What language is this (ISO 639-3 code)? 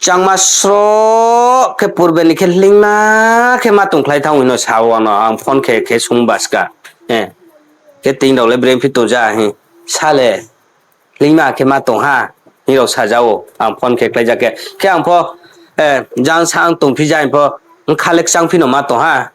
ria